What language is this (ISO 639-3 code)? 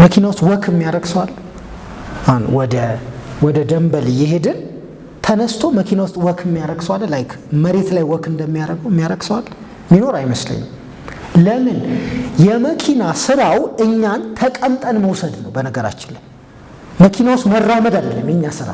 amh